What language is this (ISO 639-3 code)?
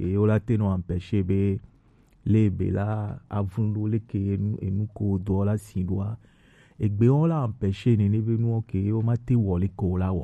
gej